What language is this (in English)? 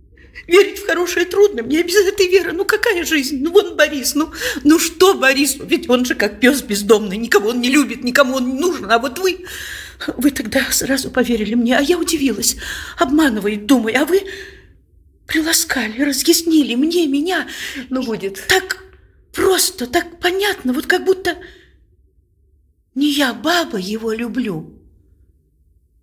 Russian